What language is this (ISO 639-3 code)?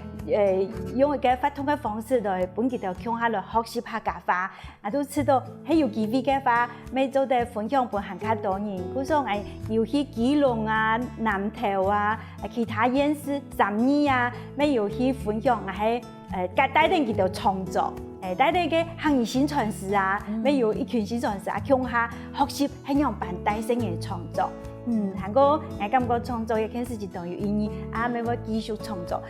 hak